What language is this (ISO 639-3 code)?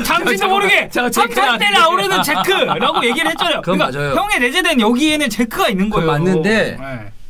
kor